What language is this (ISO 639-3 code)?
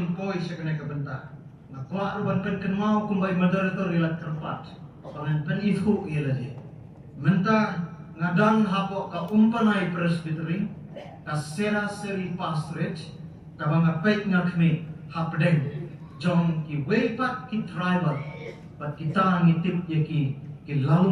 kha